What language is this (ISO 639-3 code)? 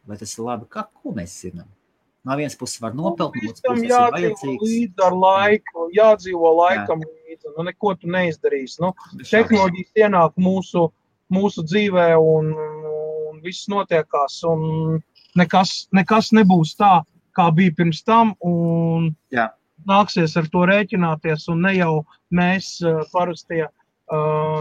lav